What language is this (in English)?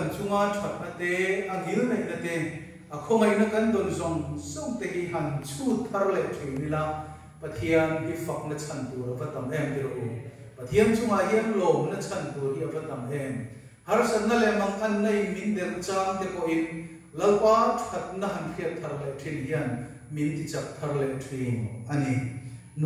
Mizo